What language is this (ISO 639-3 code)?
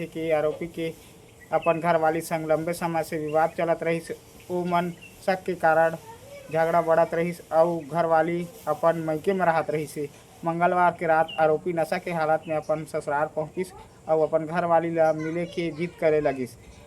hne